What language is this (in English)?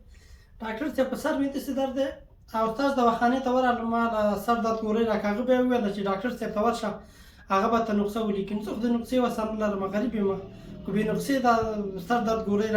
Pashto